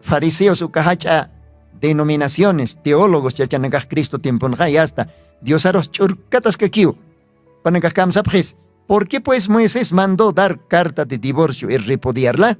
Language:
Aymara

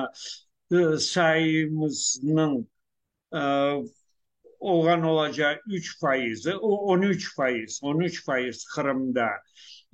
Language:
Crimean Tatar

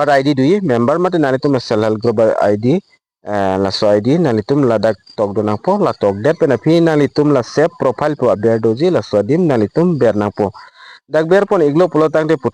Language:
Karbi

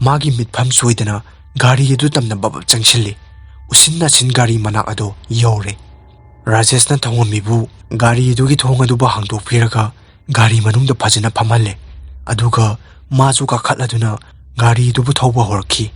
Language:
Manipuri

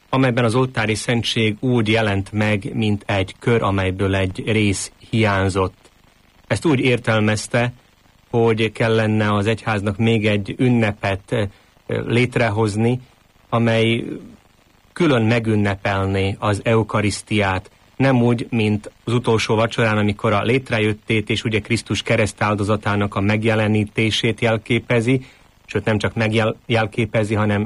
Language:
Hungarian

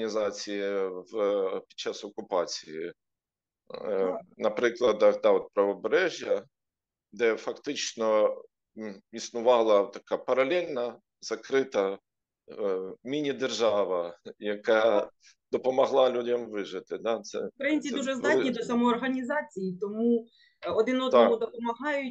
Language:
Ukrainian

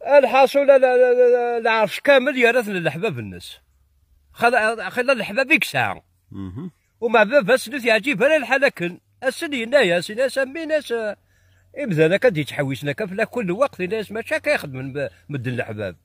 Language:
Kabyle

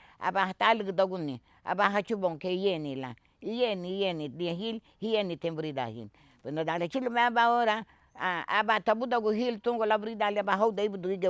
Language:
Garifuna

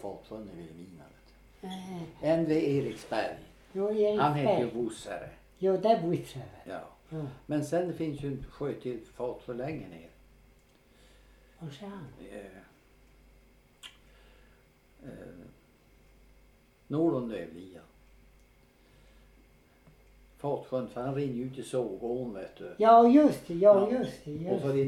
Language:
Swedish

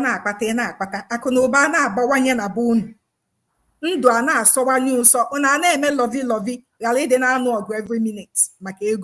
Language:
Igbo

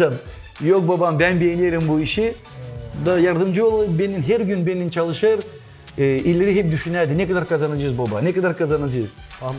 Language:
Gagauz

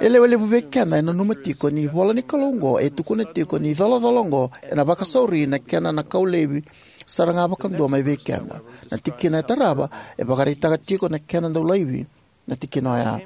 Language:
Fijian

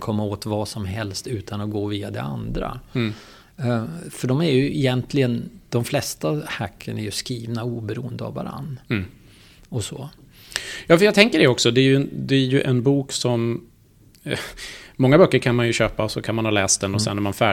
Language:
Swedish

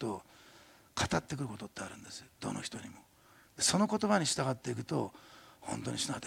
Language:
Japanese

